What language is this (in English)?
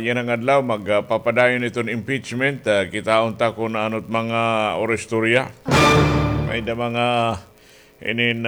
Waray